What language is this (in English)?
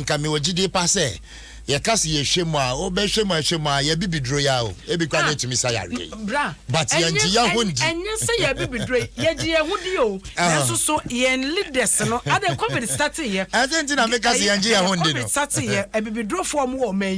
Akan